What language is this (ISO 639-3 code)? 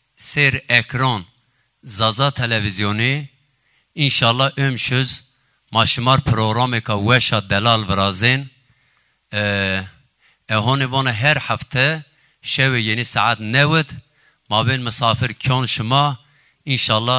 zza